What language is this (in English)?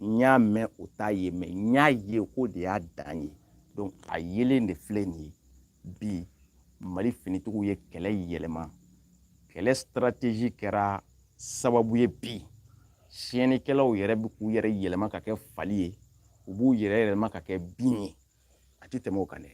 Bambara